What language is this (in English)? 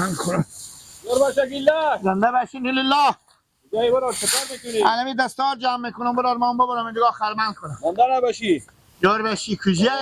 Hazaragi